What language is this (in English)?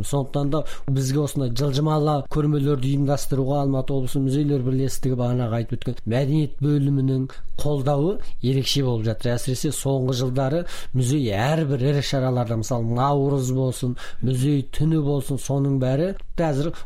Kazakh